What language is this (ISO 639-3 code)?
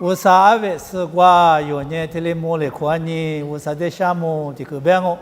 lis